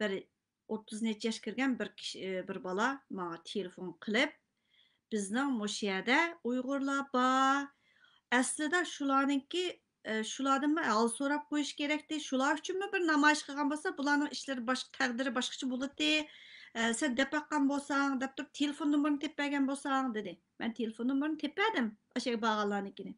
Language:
Uyghur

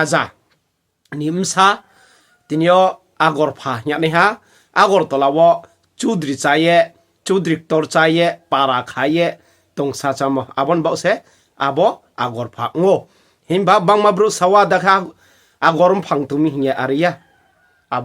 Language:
Riang (India)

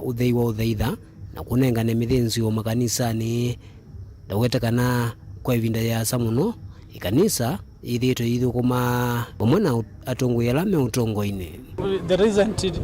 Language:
Kamba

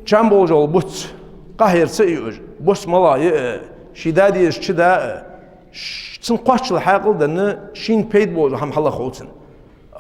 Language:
Ingush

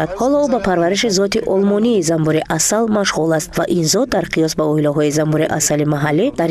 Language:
Tajik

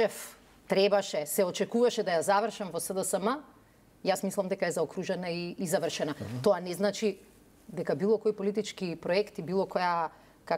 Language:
Macedonian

